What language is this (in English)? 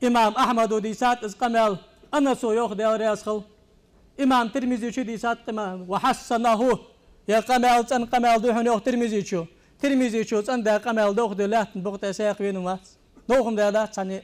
Ingush